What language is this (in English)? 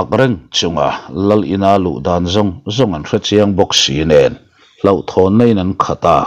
Mizo